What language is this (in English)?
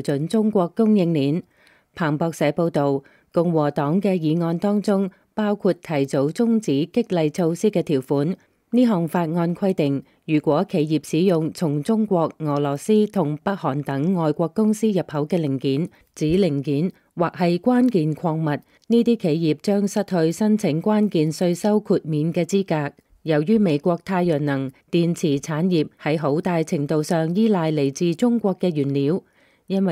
Cantonese